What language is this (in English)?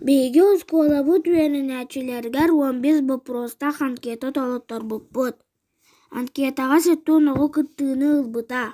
Yakut